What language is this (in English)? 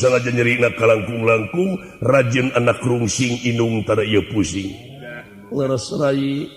Sundanese